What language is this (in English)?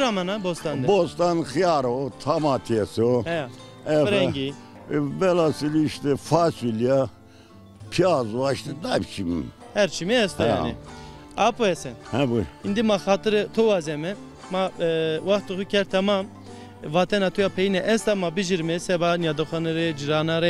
Zaza